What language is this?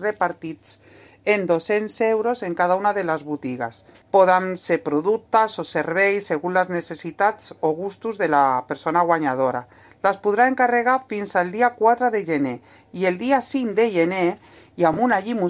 Catalan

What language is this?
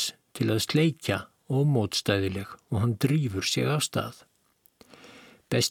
Icelandic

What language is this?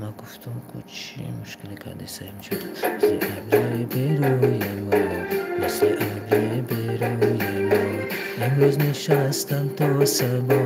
Tajik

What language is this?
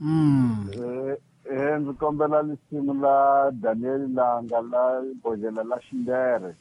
Tsonga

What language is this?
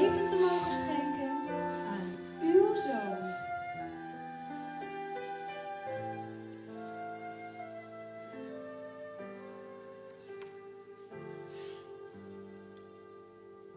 Dutch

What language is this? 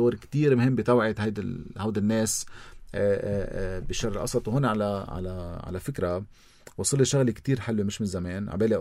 North Levantine Arabic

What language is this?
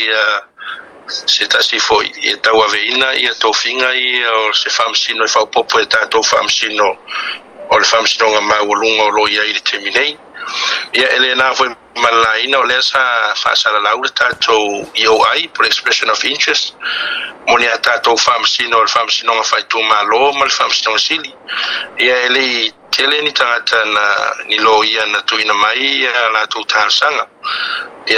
Samoan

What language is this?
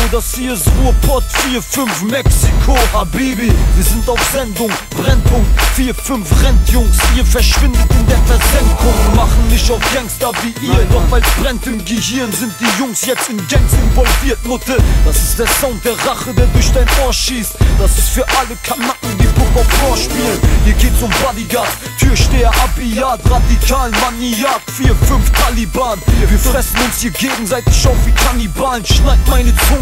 German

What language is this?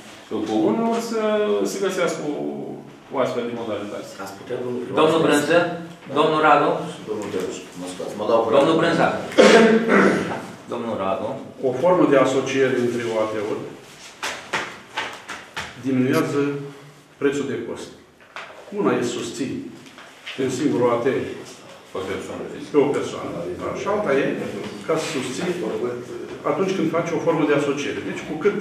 Romanian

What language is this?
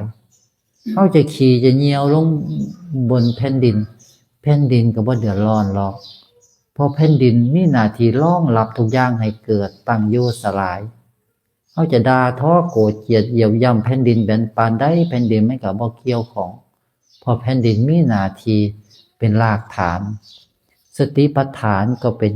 Northeastern Thai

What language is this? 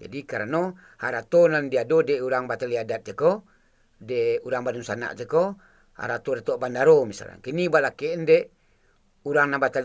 Minangkabau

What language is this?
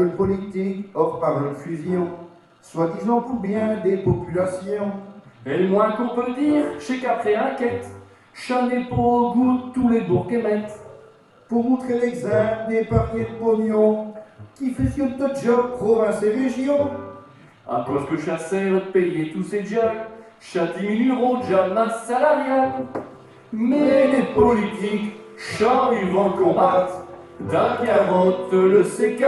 Picard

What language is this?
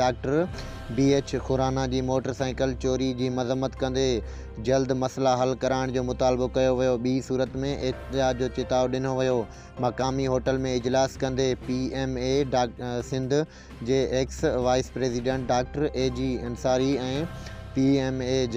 Sindhi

